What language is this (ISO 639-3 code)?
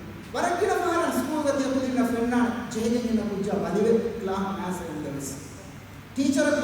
div